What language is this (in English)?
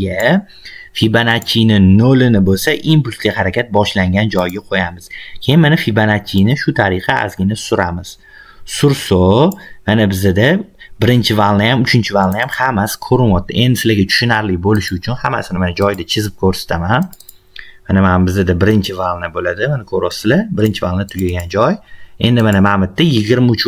Uzbek